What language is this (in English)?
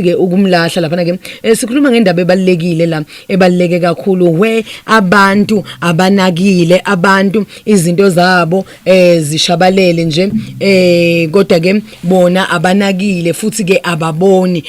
Zulu